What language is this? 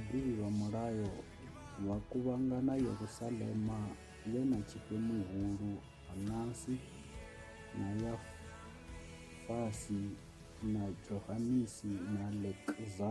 Venda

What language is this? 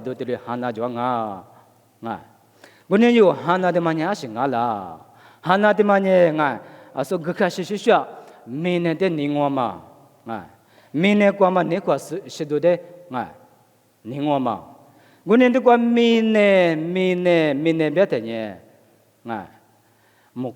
Lisu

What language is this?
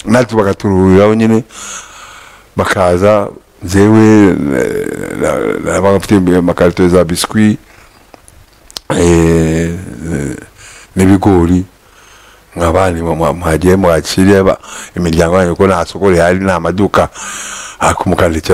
Kinyarwanda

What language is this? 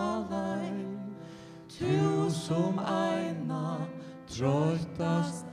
Faroese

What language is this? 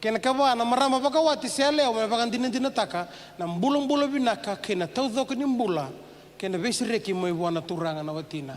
Fijian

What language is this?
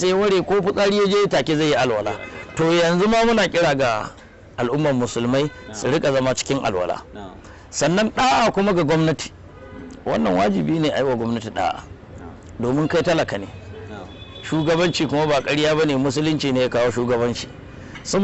Hausa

